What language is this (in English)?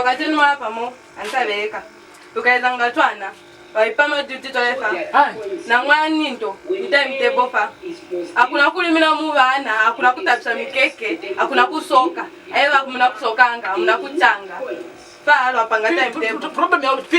Lozi